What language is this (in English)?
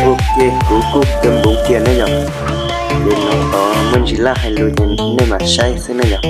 Hmong